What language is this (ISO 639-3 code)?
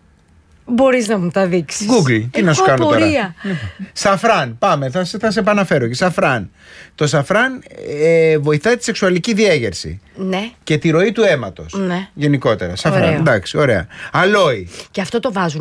ell